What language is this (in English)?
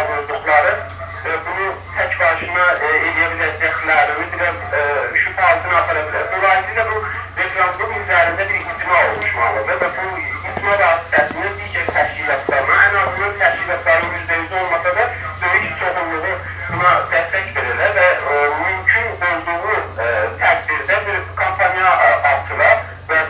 South Azerbaijani